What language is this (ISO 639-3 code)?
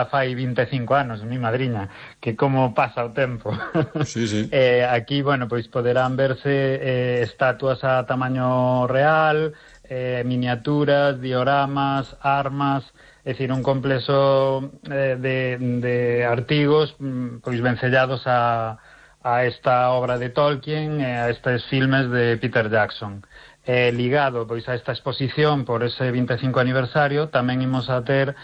glg